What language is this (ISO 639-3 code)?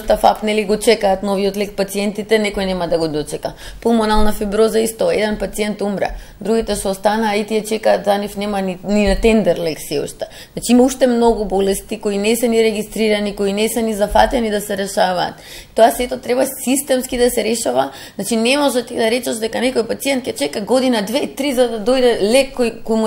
mkd